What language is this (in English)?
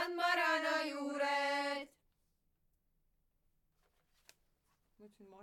Estonian